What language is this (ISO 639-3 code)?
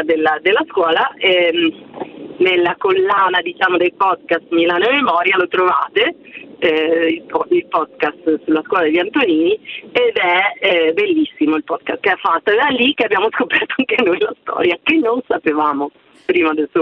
ita